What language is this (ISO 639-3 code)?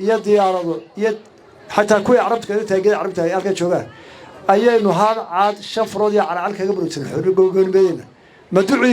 som